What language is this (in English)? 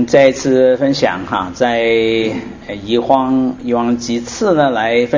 Chinese